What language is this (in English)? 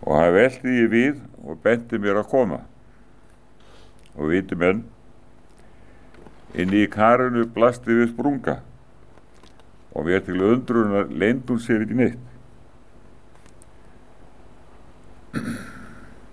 Icelandic